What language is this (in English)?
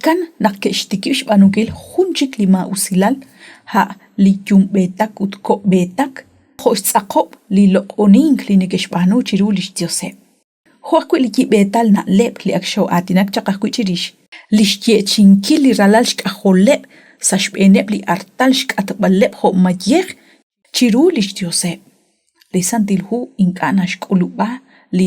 Kekchí